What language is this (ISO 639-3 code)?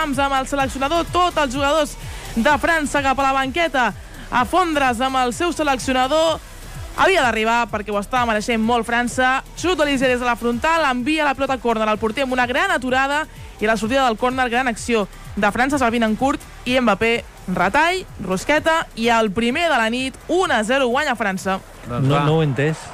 cat